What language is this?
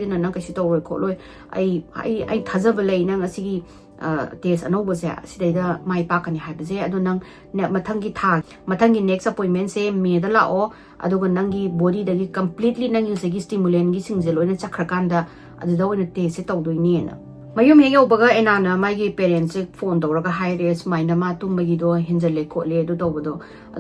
Manipuri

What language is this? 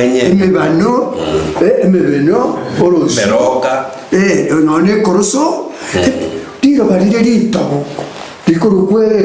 Gusii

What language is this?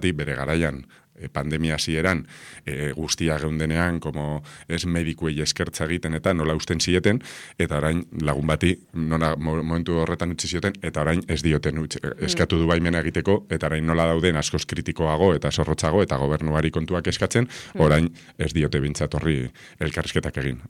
Basque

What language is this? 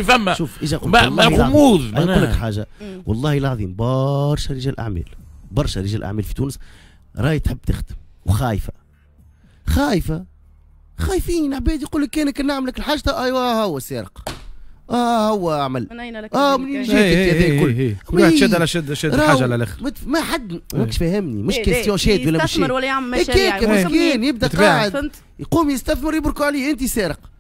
Tunisian Arabic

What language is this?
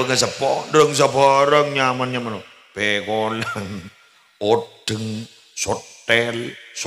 Madurese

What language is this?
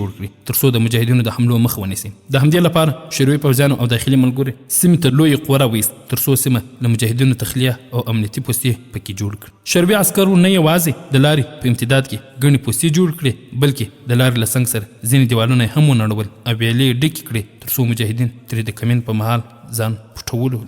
Pashto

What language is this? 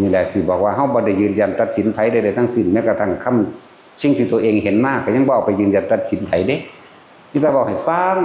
Northeastern Thai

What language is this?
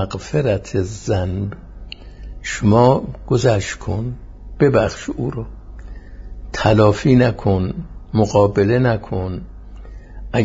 Persian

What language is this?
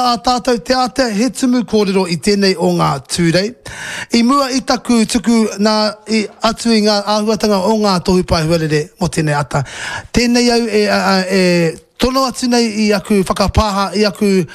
Māori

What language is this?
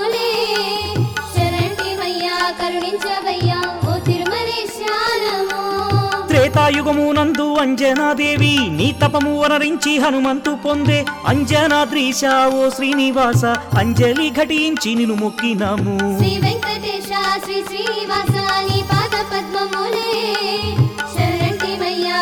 Telugu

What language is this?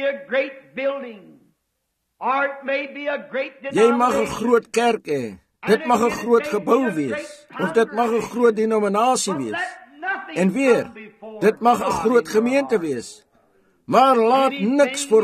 Afrikaans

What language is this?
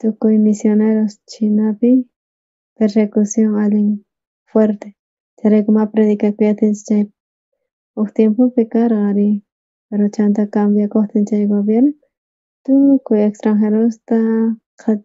South Bolivian Quechua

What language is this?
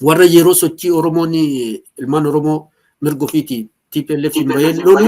Oromo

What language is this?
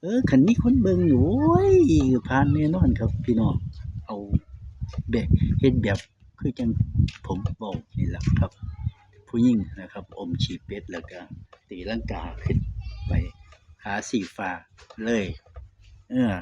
Northeastern Thai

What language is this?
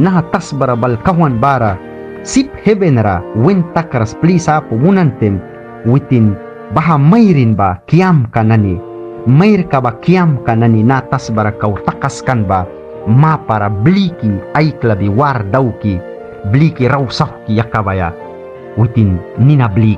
Mískito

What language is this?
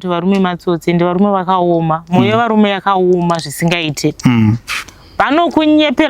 Shona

